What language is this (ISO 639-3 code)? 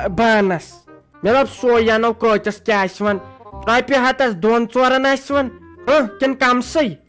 kas